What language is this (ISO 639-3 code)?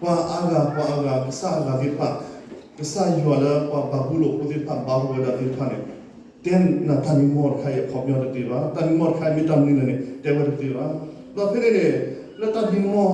ksw